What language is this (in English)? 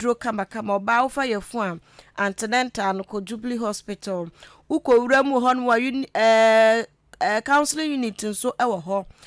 Akan